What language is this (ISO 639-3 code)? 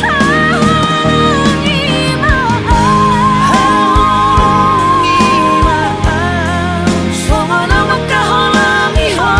bbc